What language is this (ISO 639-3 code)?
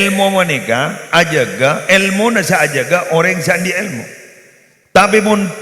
mad